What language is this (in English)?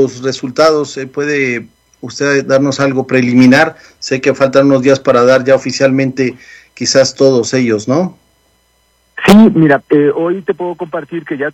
Spanish